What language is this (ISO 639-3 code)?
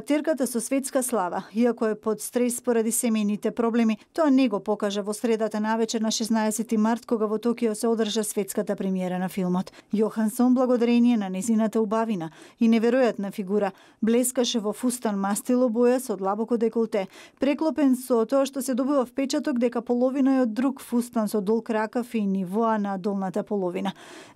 mkd